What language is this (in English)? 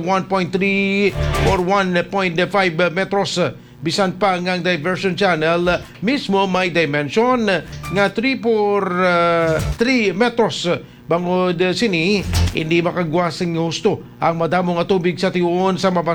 Hiligaynon